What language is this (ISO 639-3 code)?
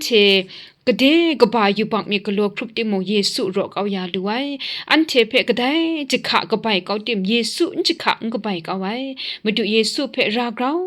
kac